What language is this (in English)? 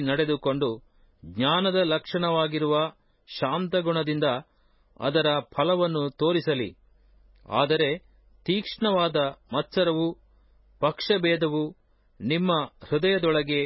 Kannada